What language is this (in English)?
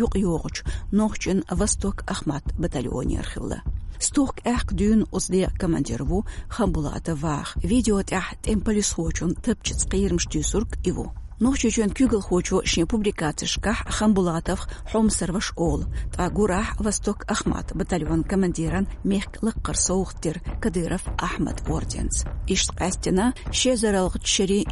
Chechen